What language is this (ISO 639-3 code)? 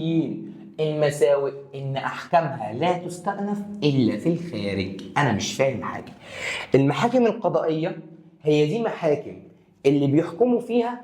arz